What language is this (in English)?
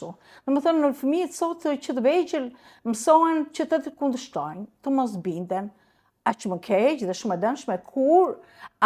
Albanian